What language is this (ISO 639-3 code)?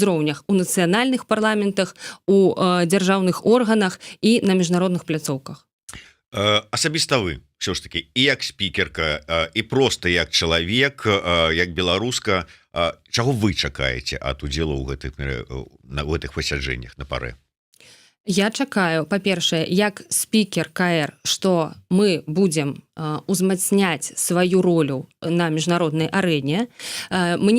bel